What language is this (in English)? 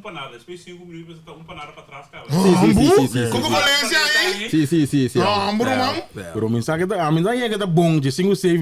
Papiamento